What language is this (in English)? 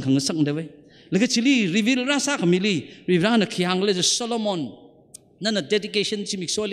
Tangkhul Naga (India)